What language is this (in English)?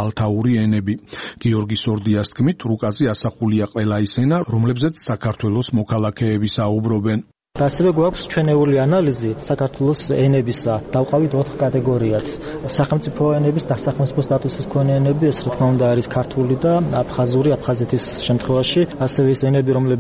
Georgian